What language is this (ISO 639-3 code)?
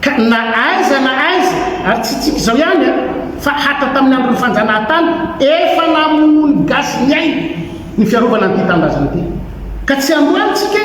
mlg